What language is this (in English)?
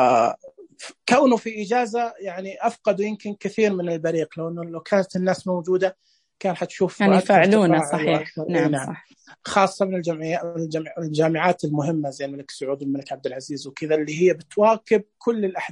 Najdi Arabic